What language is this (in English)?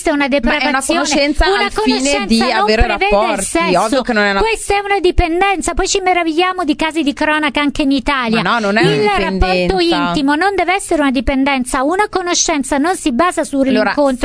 Italian